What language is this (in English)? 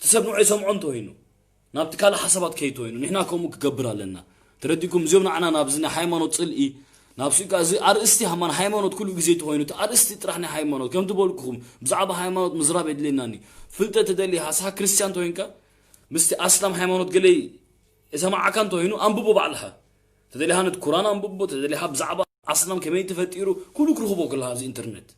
Tigrinya